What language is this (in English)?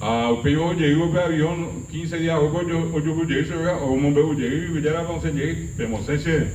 Guarani